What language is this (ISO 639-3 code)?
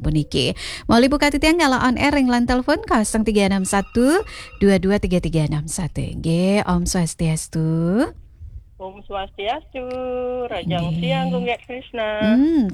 ban